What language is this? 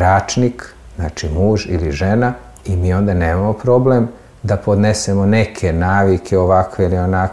Serbian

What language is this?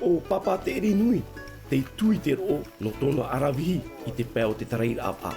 Tahitian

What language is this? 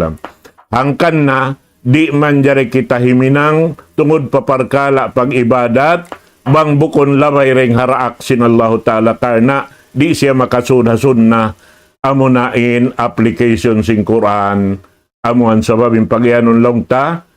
Tausug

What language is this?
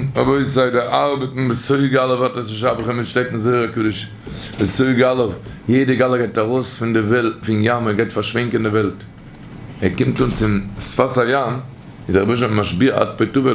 Yiddish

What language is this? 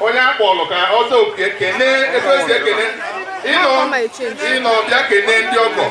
Igbo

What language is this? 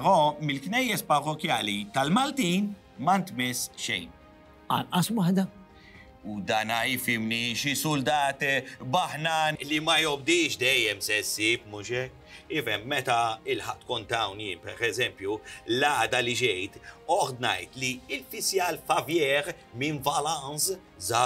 Maltese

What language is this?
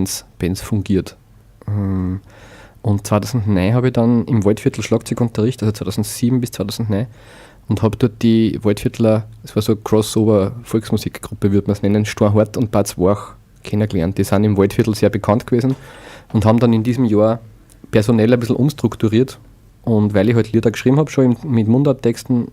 Bavarian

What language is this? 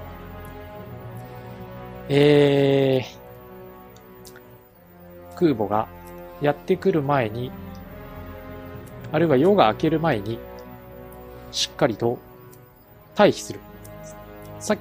Japanese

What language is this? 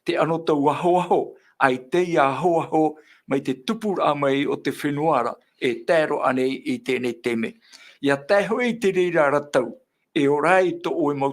Tahitian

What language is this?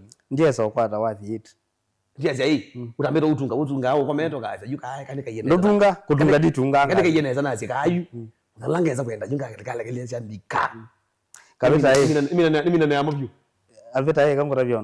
Kamba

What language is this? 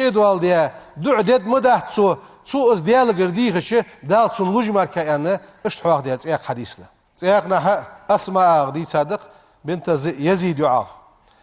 Ingush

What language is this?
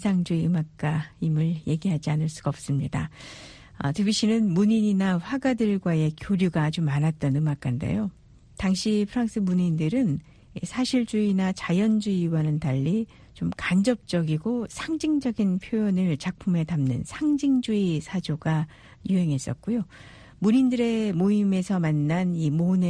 Korean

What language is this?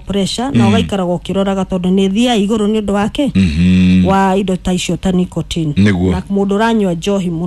Kikuyu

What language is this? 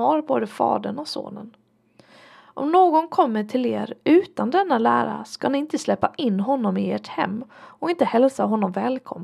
Swedish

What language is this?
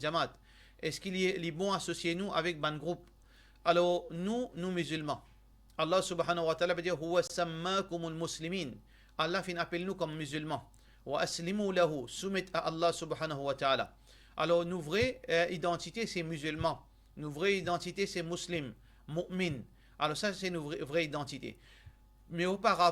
Morisyen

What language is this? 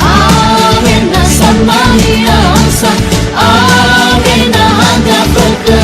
Nias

